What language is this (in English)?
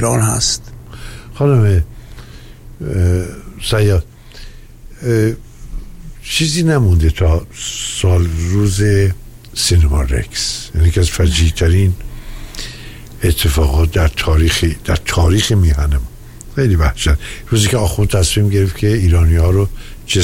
Persian